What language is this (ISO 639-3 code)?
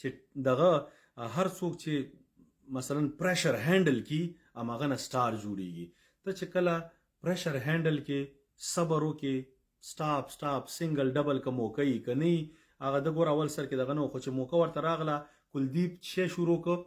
pus